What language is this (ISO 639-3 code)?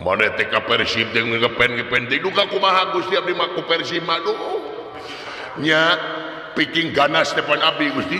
sun